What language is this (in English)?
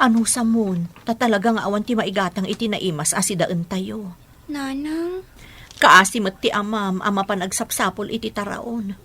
Iloko